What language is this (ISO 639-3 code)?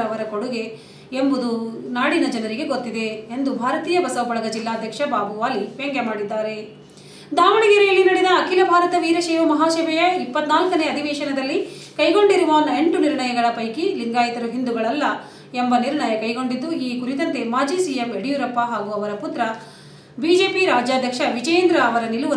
kan